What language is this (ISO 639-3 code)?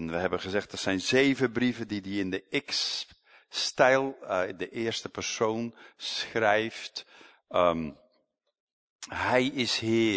nld